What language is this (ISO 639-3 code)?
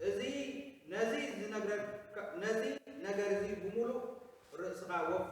tir